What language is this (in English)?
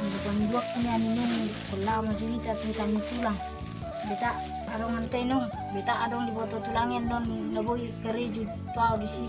Batak Toba